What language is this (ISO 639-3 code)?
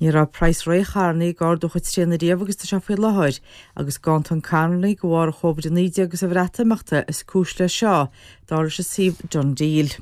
gle